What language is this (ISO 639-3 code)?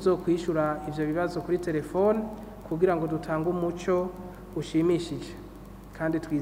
run